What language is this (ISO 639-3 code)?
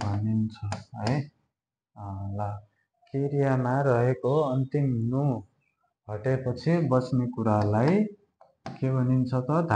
nep